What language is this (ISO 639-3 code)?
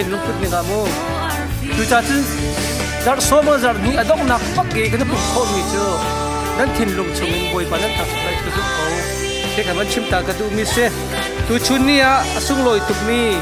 cnh